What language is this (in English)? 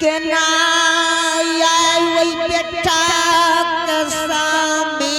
Angika